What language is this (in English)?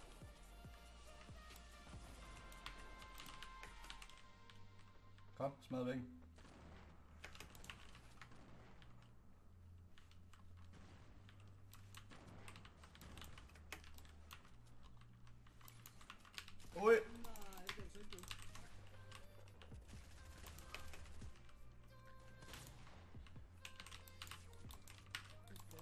Danish